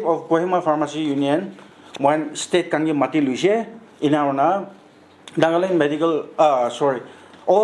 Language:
Naga Pidgin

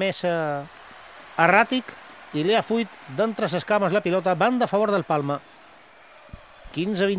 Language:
Catalan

